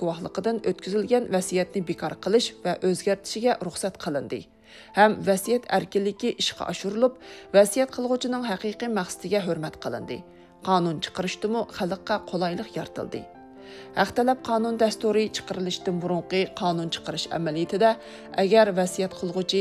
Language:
Uyghur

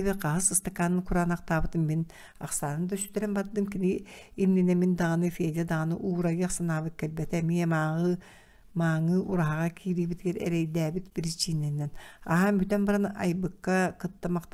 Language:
Yakut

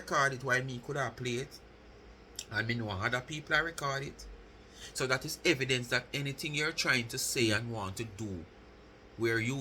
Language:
Jamaican Creole English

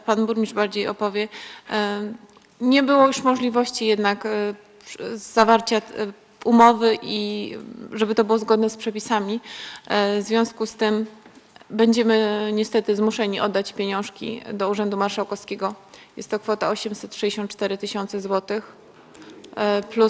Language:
Polish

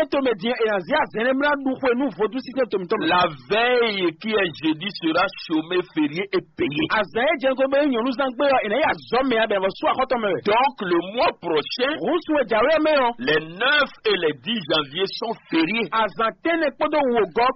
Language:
Fon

